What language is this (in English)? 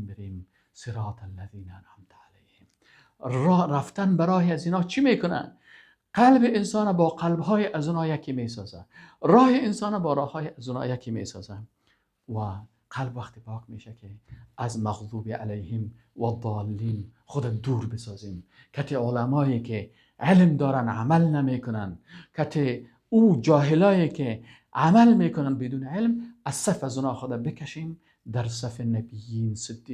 Persian